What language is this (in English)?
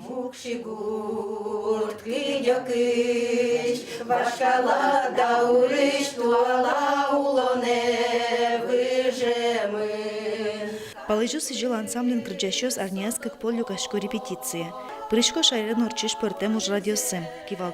Udmurt